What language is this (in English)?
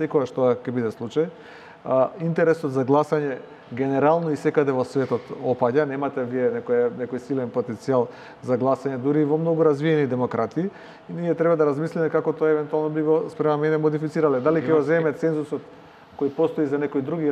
Macedonian